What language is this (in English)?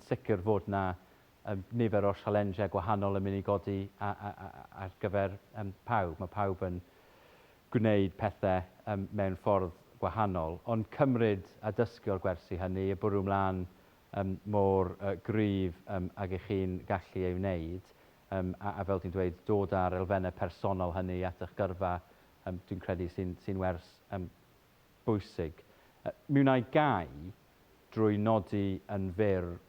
Welsh